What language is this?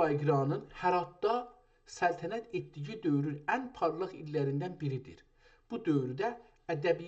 South Azerbaijani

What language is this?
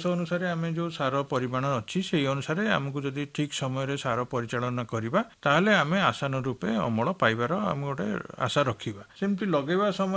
Odia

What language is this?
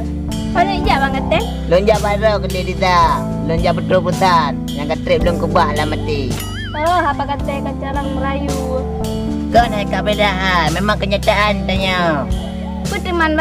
Achinese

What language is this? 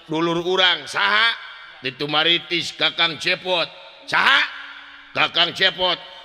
Sundanese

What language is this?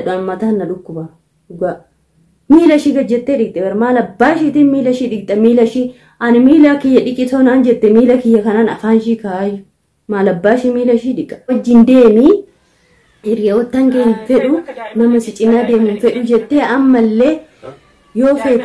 Oromo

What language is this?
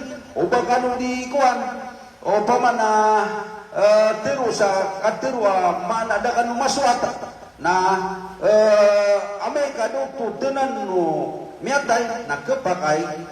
Maranao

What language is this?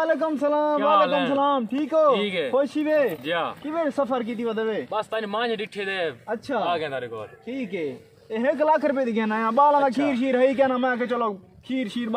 Saraiki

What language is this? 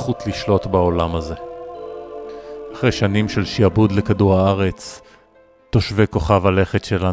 Hebrew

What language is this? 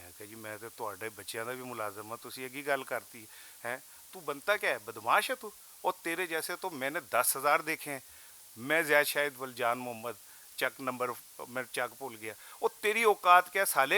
Western Panjabi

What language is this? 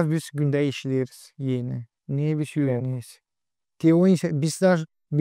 Gagauz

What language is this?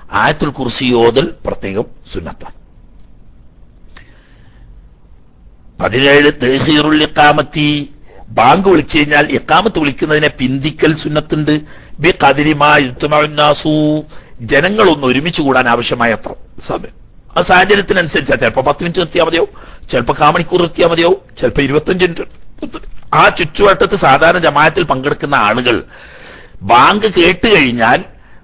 Malayalam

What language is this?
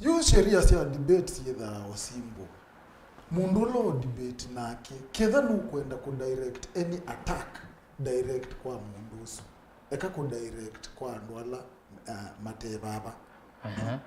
Kamba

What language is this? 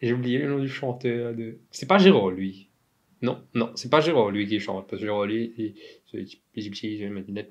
Morisyen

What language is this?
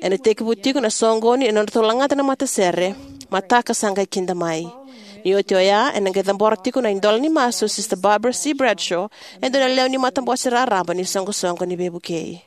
Fijian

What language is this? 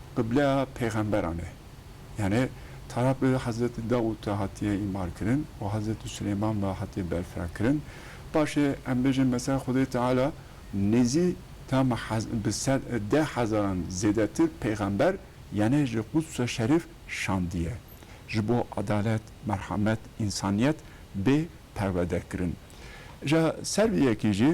Kurdish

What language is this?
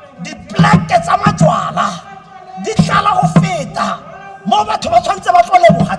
Tswana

